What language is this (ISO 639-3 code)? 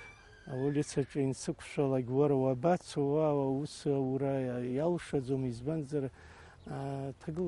abk